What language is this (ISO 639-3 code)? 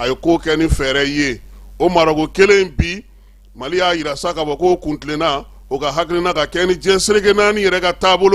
bam